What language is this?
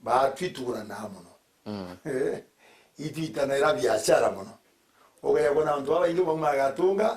Meru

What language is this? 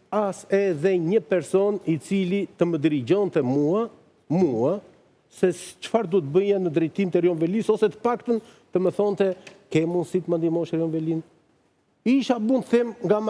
Albanian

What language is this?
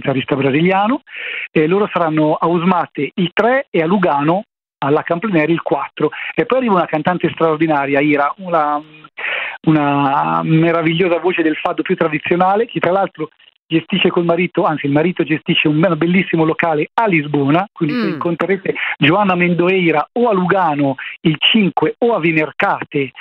Italian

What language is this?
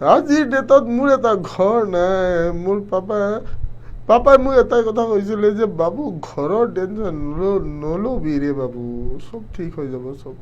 Assamese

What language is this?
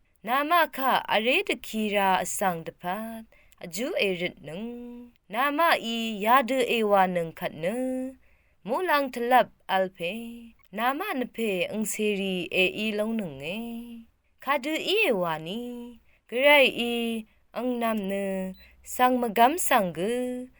Rawang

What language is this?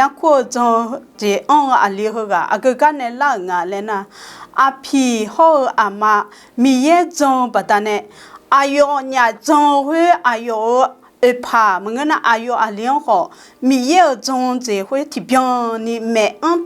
Akha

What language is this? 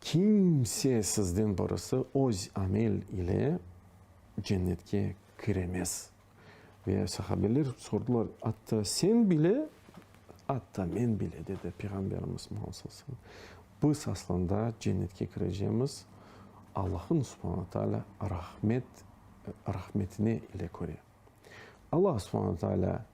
Crimean Tatar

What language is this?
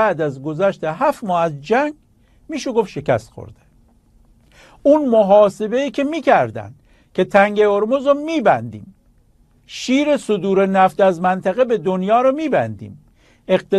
Persian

